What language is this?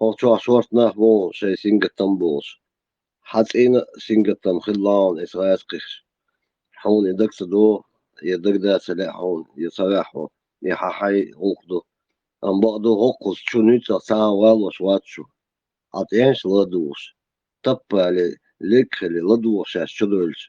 Chechen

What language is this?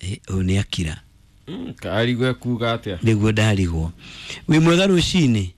Kikuyu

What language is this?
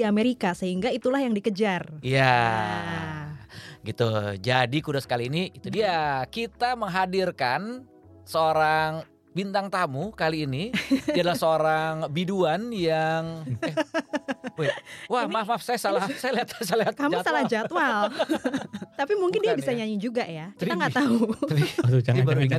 Indonesian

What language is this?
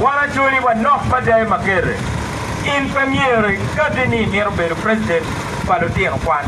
Acoli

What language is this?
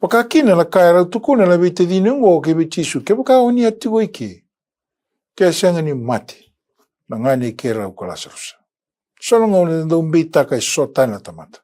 Fijian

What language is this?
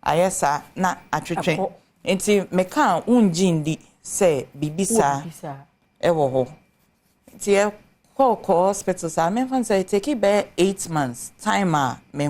Akan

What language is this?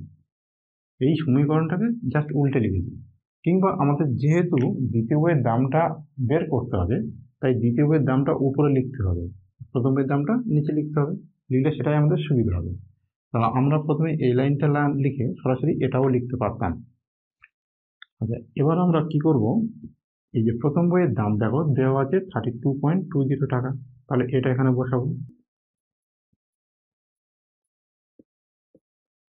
Bangla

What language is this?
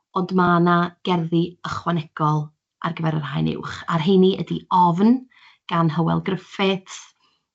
Welsh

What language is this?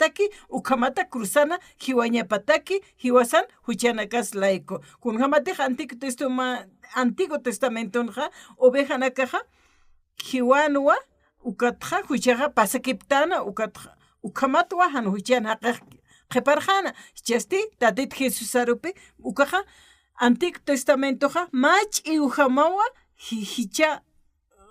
Aymara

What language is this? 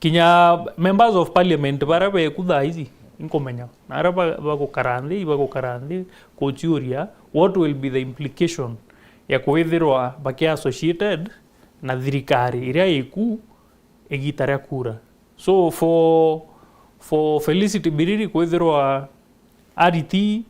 Meru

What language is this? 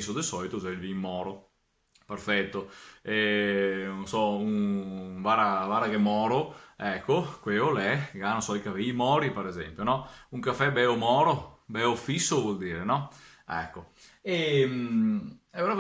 Venetian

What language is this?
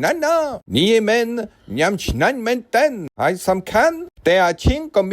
Khmer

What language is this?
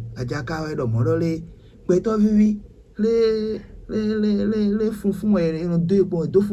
Fon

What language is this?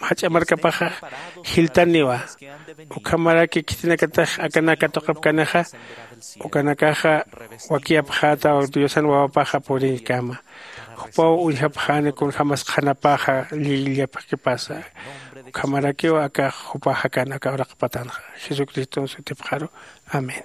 Aymara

